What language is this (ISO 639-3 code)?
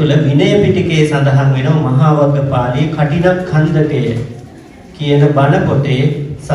sin